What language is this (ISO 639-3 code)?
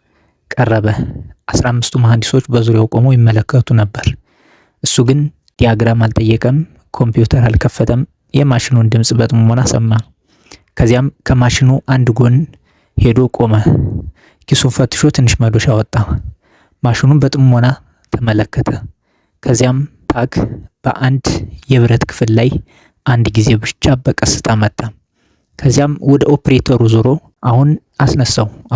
amh